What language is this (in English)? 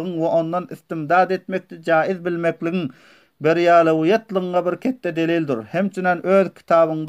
Turkmen